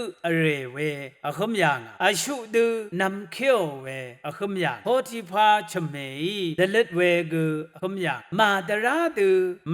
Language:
Rawang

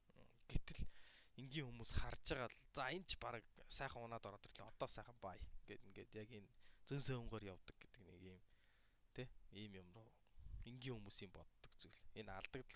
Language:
Mongolian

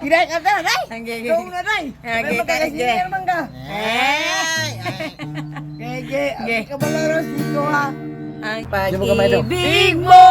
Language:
Cebuano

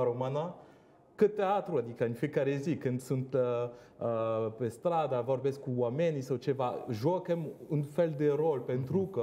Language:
Romanian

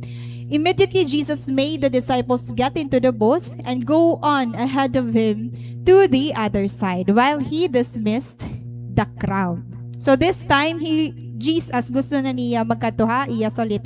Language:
Waray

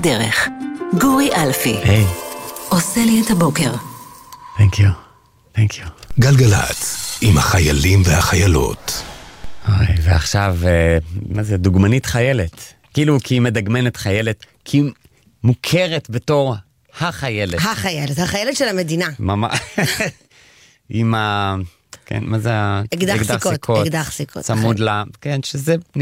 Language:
Hebrew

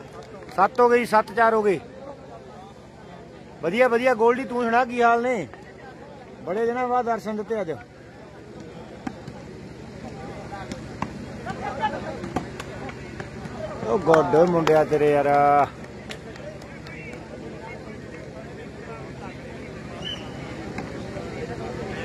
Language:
Punjabi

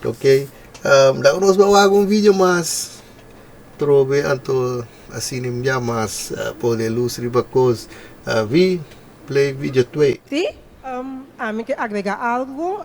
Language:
Papiamento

